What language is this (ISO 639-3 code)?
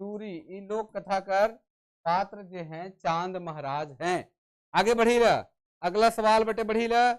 sck